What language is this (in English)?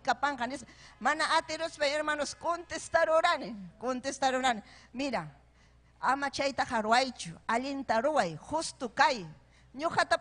Ayacucho Quechua